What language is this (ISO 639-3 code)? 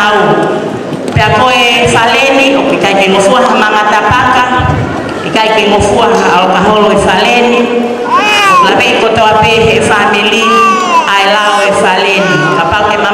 ton